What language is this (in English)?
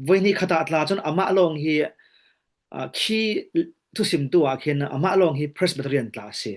Falam Chin